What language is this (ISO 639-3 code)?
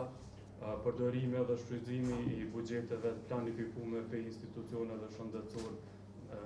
sqi